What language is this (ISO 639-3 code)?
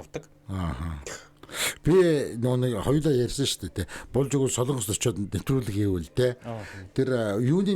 mon